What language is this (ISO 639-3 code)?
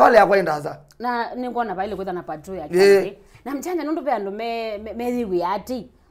kam